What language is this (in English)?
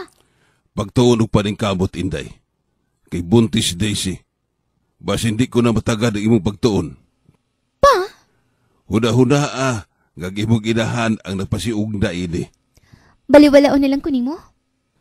Cebuano